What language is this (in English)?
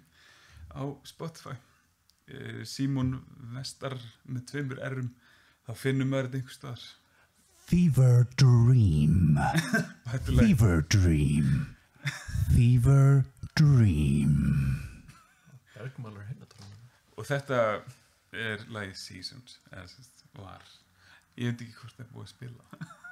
Icelandic